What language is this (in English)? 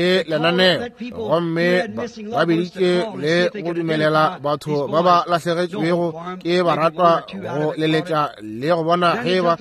Northern Sotho